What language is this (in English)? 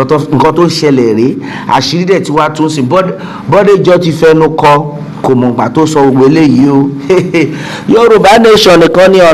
Yoruba